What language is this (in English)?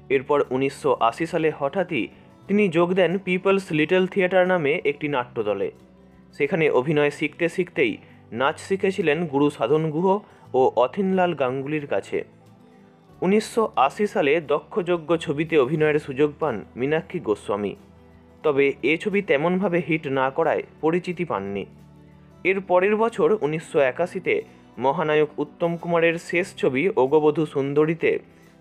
Bangla